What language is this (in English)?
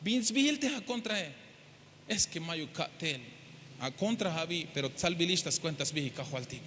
Tzeltal